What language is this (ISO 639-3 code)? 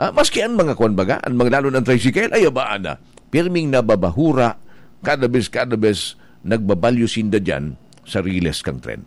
bik